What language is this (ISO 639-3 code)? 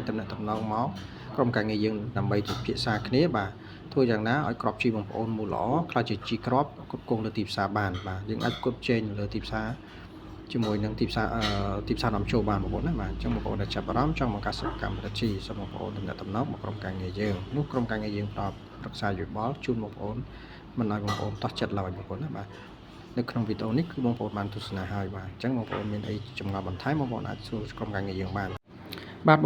khm